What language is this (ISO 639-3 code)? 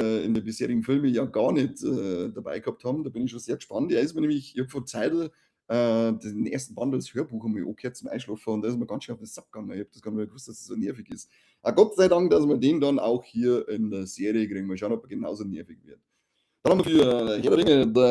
bar